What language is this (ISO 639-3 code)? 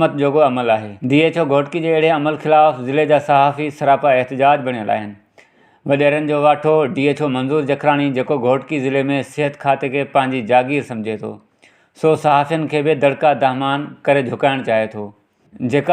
snd